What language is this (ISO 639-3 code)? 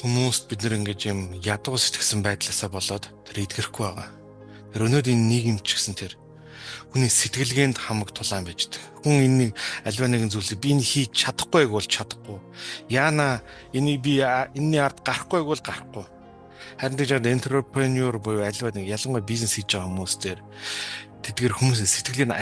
mon